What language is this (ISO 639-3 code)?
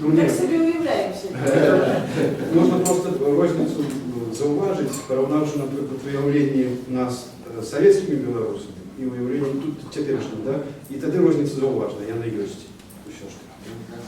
bel